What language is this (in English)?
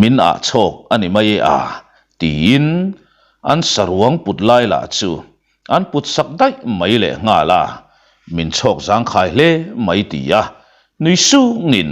Mizo